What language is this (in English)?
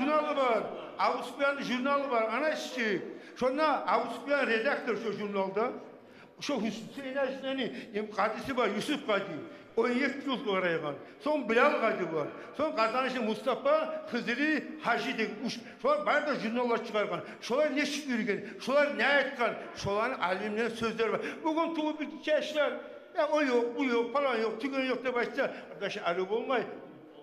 Kumyk